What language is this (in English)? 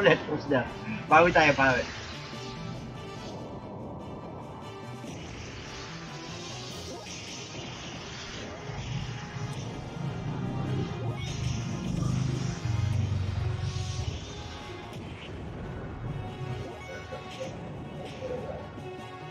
Filipino